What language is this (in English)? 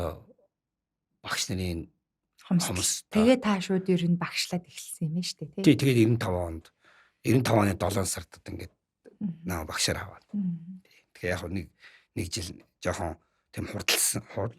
Mongolian